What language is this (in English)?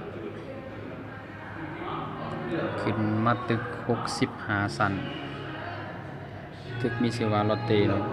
Lao